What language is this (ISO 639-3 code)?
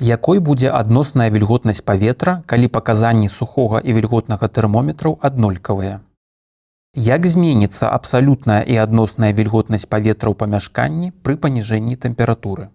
bel